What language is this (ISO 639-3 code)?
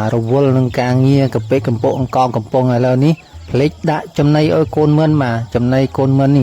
khm